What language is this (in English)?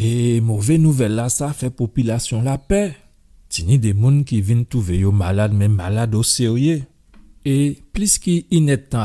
Guadeloupean Creole French